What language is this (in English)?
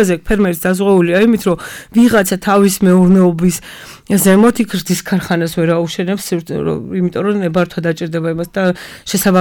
Georgian